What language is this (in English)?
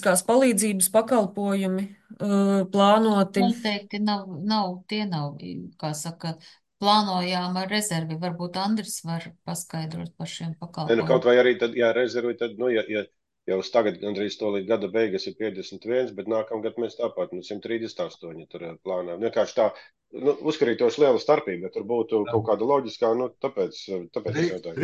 Latvian